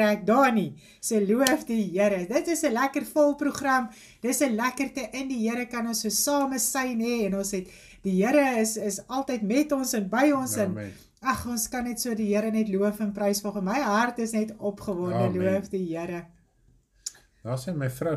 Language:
Afrikaans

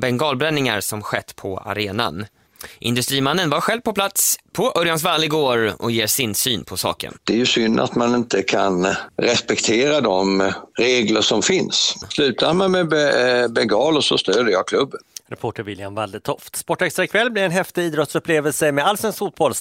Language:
Swedish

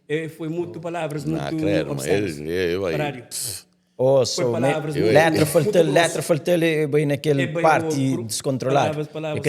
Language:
Kabuverdianu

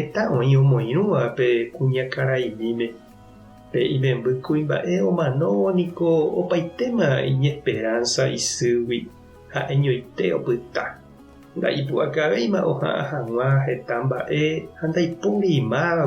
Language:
Guarani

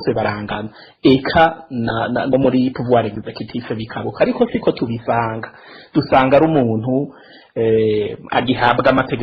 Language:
Rundi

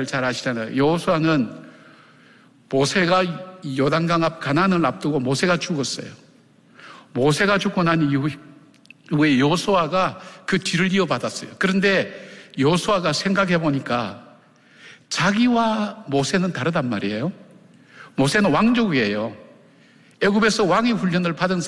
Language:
Korean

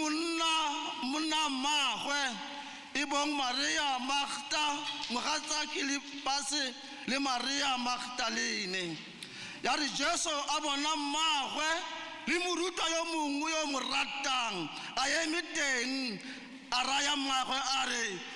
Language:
Tswana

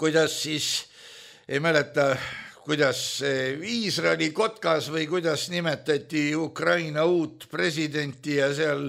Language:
Estonian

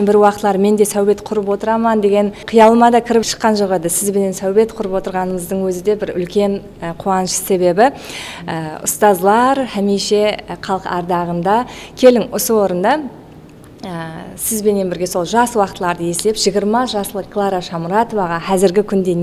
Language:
Kara-Kalpak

